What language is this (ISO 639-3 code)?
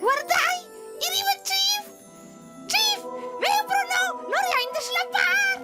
roh